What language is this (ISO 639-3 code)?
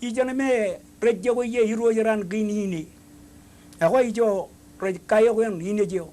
mah